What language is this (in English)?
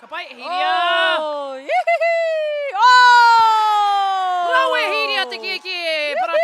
Māori